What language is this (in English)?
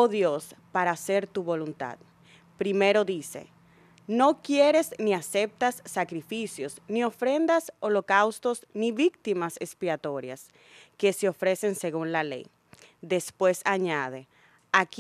Spanish